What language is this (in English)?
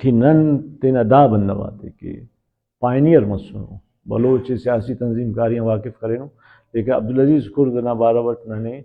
Brahui